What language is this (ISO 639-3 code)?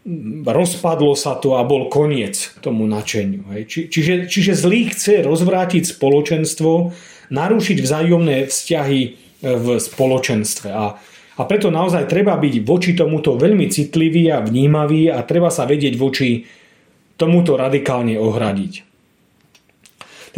slk